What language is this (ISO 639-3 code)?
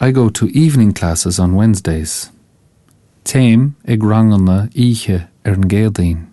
gle